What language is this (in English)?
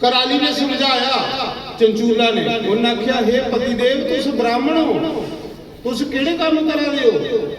Dogri